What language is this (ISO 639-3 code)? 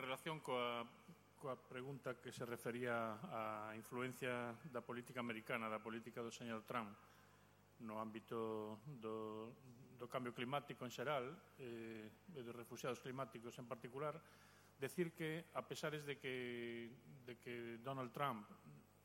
glg